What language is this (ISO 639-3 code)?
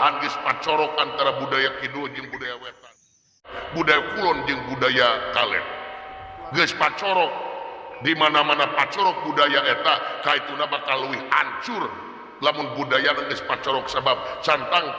sun